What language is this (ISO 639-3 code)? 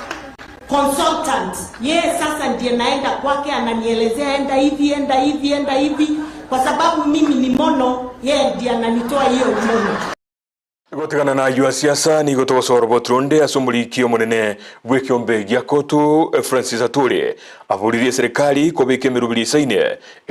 guz